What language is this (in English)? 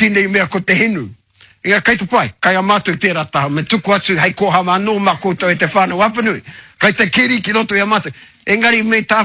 Māori